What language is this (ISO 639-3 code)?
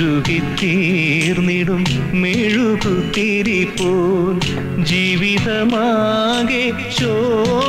mal